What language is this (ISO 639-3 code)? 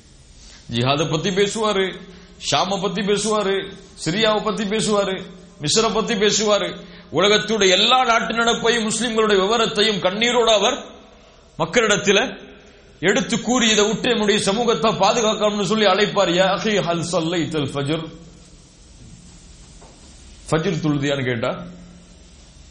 tam